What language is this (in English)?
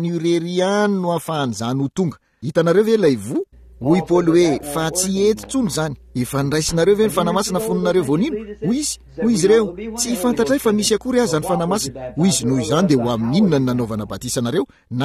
Malagasy